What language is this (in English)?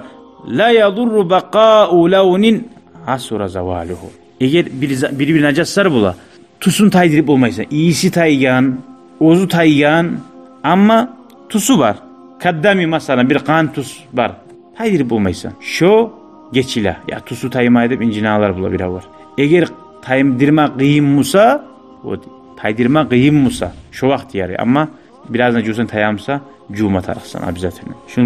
Kumyk